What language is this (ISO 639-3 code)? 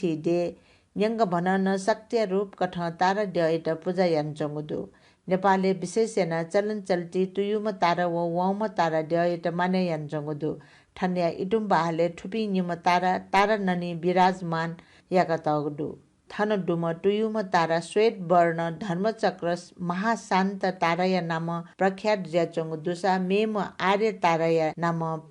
new